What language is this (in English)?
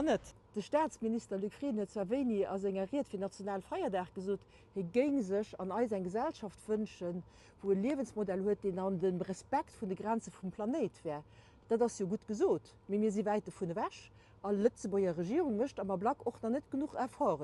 Luxembourgish